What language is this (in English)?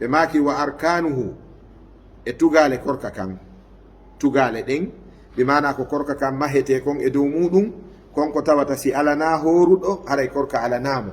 Fula